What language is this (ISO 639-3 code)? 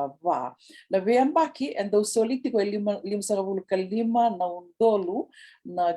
fij